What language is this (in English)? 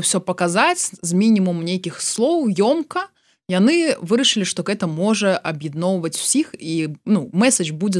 Belarusian